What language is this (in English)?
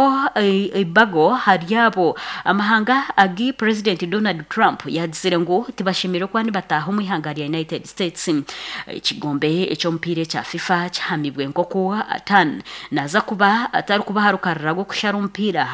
Nyankole